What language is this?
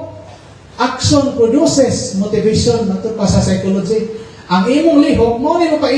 Cebuano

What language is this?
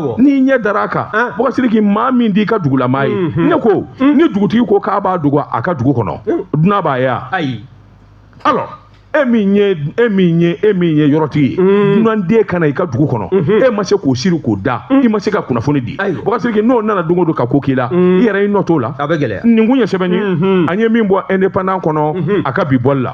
Bambara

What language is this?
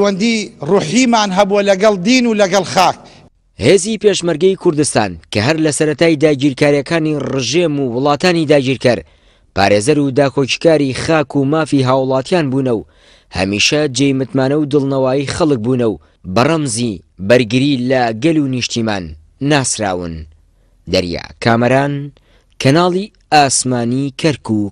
Central Kurdish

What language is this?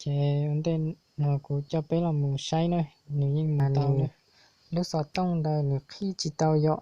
Hmong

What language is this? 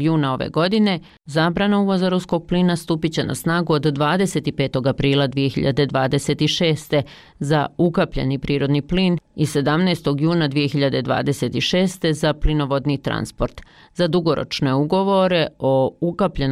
Bosnian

